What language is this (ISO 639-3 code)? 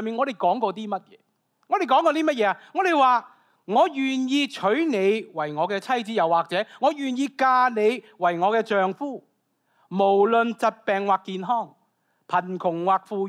yue